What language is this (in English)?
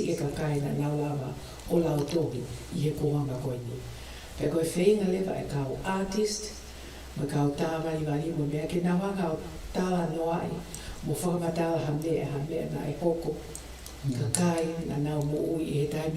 Tongan